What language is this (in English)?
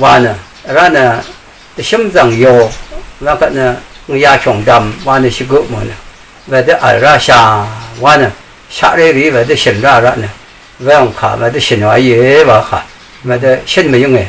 Rawang